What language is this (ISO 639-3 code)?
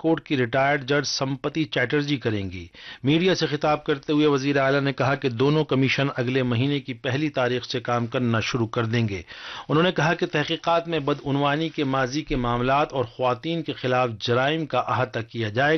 urd